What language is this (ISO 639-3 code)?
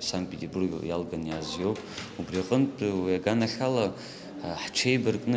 abk